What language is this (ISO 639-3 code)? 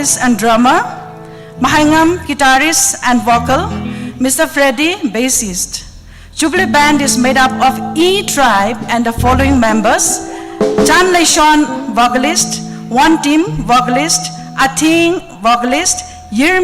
nmf